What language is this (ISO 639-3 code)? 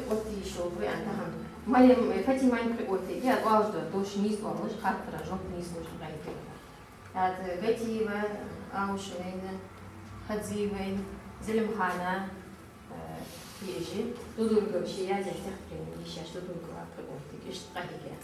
inh